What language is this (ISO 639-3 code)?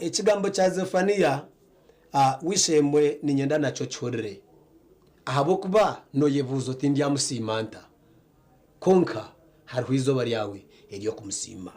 nyn